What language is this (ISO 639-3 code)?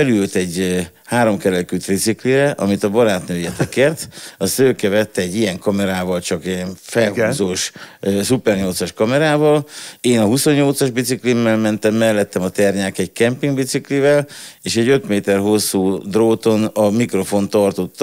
hun